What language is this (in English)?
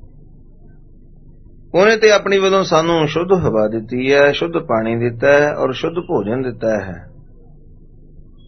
Punjabi